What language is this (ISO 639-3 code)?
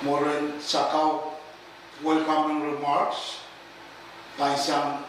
pon